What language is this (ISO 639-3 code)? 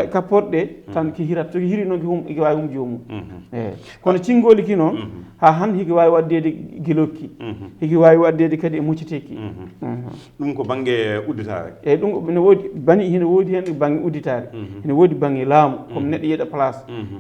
ful